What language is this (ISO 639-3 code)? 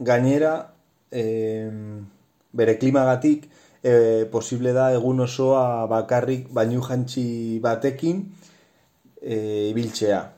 eus